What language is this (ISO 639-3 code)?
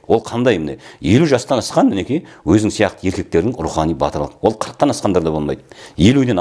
kaz